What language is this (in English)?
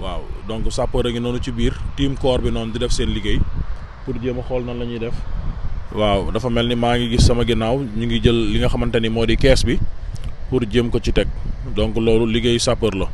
Wolof